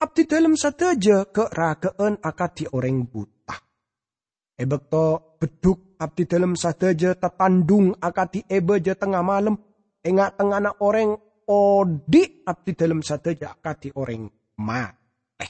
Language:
Madurese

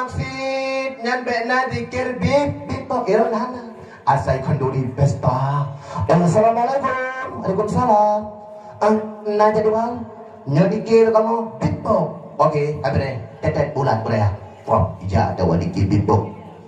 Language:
Achinese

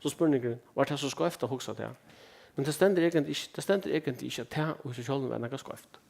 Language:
Faroese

